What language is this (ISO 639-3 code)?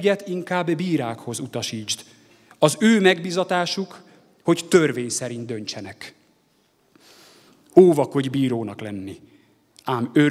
hun